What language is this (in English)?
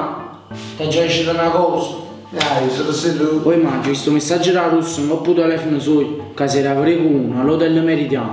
Neapolitan